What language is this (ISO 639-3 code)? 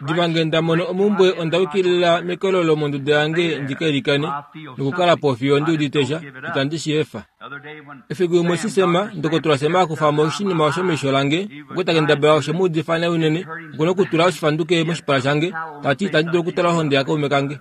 kua